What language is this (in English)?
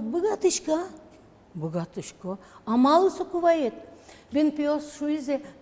Udmurt